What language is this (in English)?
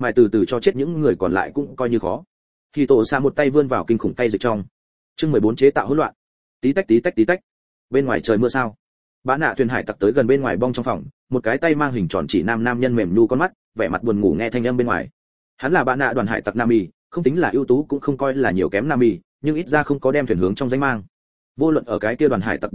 Vietnamese